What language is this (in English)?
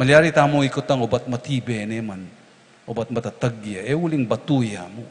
Pampanga